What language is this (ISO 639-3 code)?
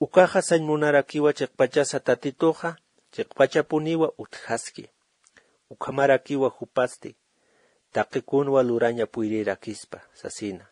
aym